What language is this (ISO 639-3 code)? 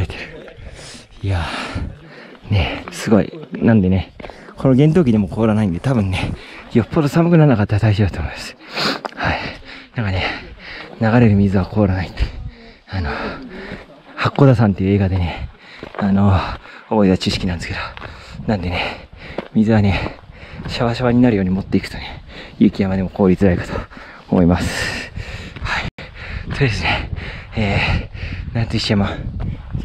jpn